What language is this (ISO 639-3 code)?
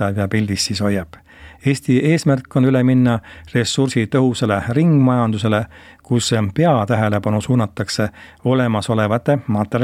est